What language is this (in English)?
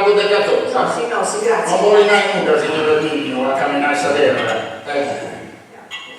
Sardinian